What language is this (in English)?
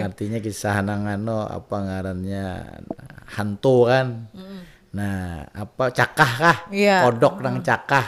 Banjar